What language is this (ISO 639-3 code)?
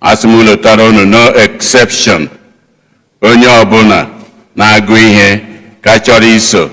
ibo